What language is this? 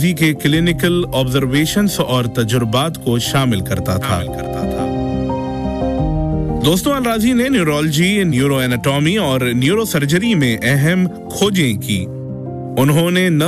Urdu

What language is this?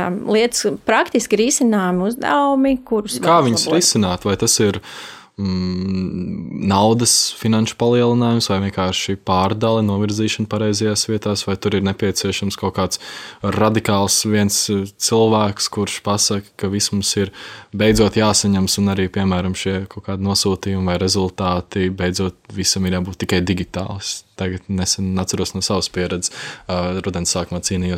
Latvian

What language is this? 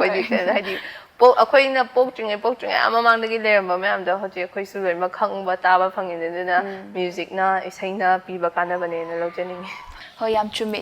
Manipuri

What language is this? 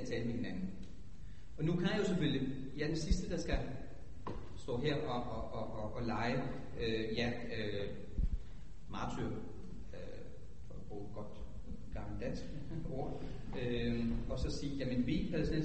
Danish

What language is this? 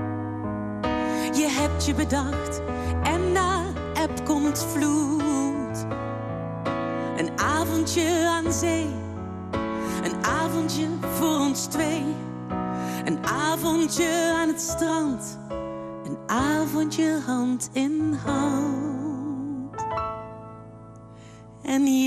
Dutch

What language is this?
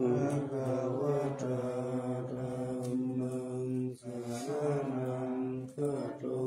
Pali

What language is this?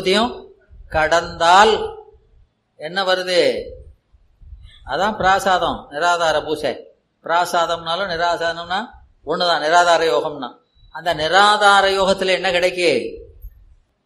Tamil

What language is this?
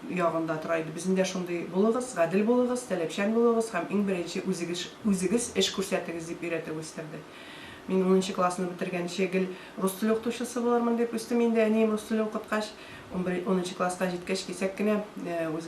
Tatar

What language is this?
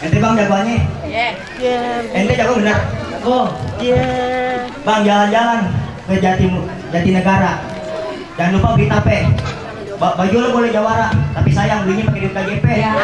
Betawi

